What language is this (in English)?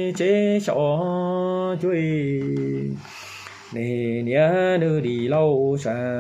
Hmong